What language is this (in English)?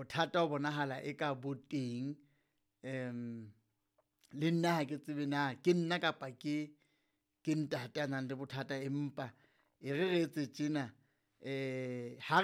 Southern Sotho